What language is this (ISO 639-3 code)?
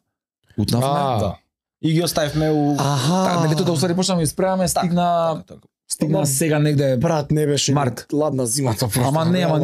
mkd